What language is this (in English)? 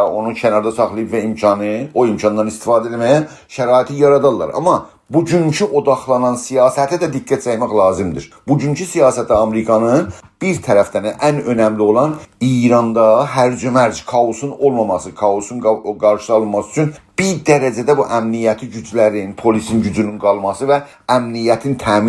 South Azerbaijani